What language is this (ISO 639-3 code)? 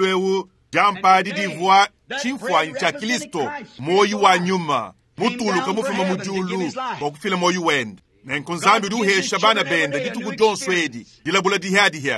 lua